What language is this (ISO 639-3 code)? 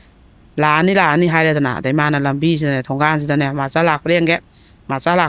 mni